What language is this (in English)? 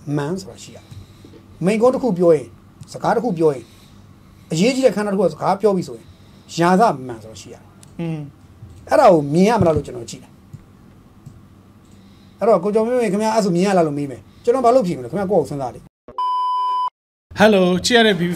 Burmese